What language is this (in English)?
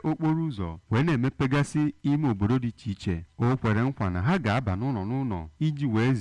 Igbo